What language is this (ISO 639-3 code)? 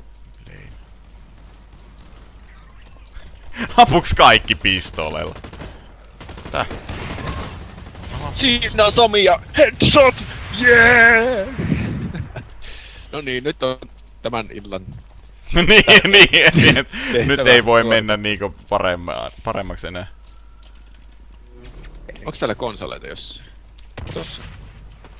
fin